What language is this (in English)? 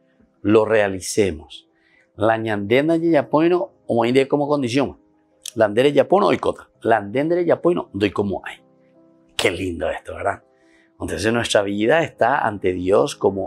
Spanish